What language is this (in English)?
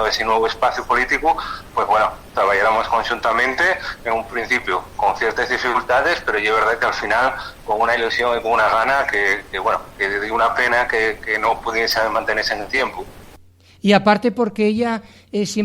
Asturian